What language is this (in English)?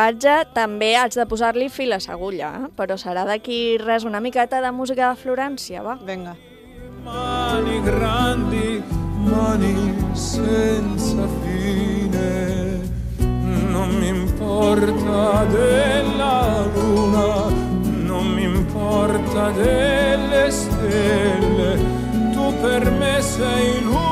Catalan